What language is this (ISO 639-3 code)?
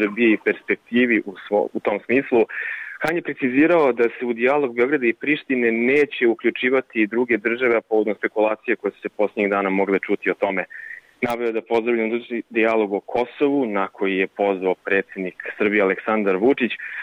srp